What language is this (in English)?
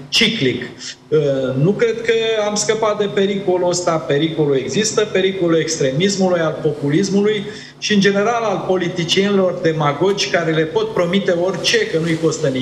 Romanian